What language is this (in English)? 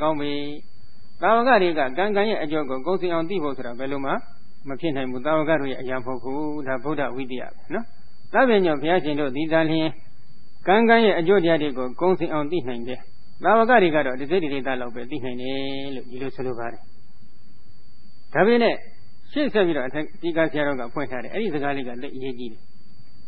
Burmese